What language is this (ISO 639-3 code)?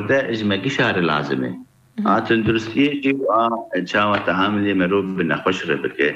kur